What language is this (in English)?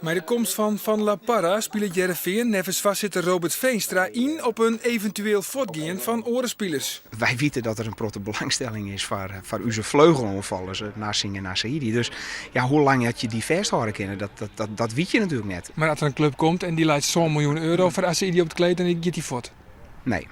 Western Frisian